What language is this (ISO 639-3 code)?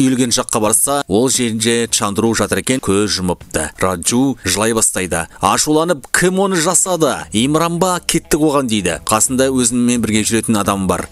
kaz